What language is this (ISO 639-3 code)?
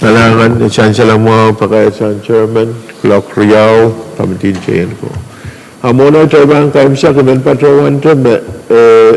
pon